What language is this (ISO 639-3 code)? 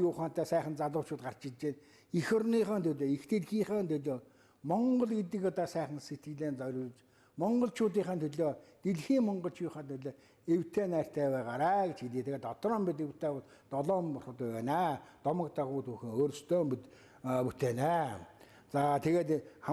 mon